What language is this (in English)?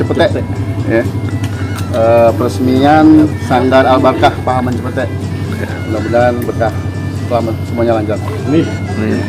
Betawi